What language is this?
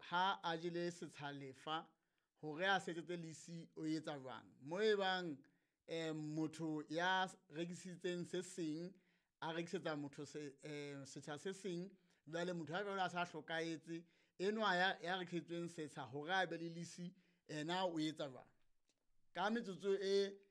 Southern Sotho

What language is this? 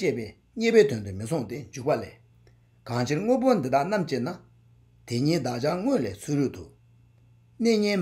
Tibetan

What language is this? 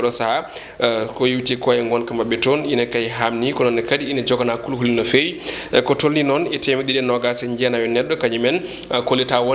Fula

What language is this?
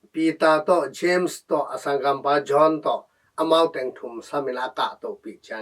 Tedim Chin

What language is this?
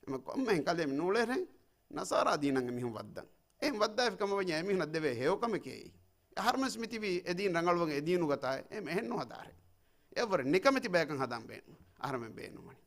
Divehi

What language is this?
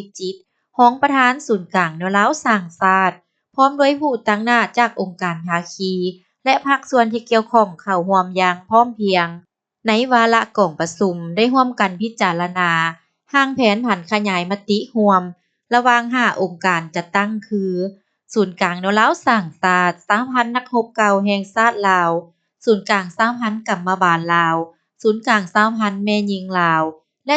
Lao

